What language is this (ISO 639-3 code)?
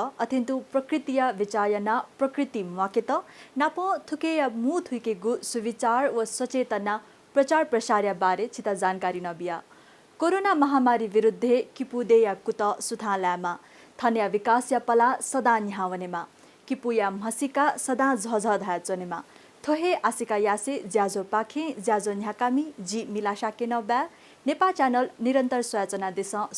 new